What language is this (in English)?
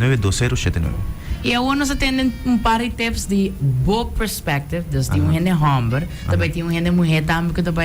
Papiamento